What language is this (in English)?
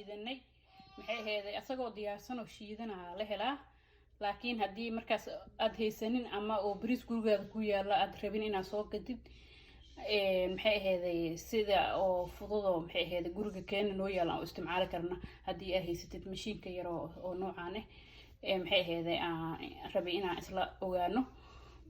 Somali